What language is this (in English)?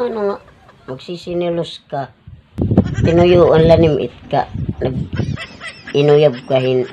Waray